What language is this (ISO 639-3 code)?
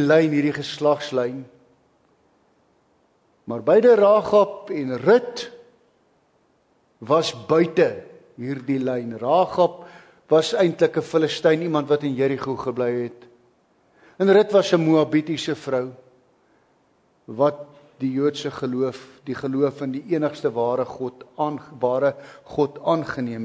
afr